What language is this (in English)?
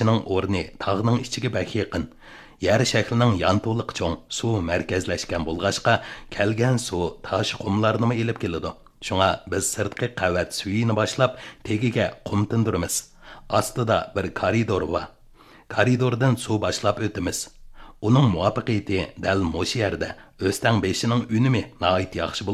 Uyghur